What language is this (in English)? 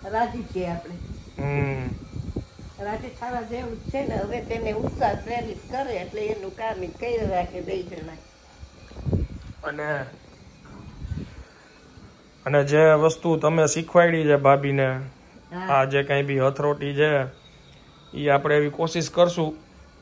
Gujarati